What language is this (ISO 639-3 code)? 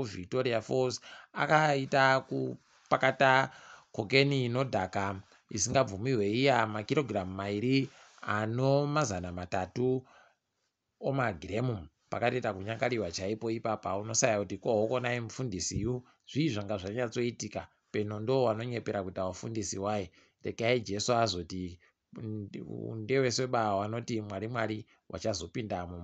ndc